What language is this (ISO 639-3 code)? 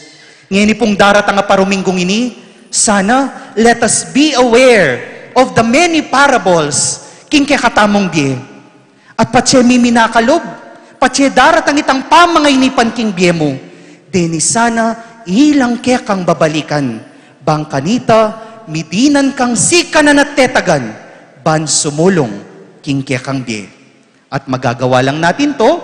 pam